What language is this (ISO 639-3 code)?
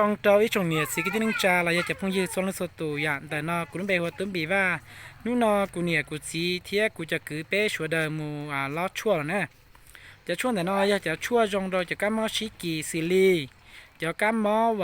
hmn